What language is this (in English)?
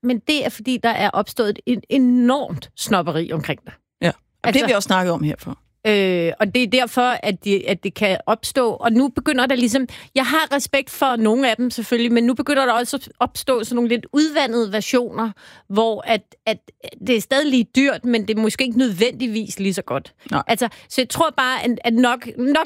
Danish